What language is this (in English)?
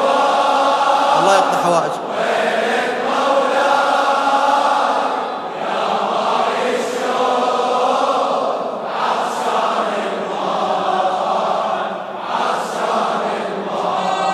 Arabic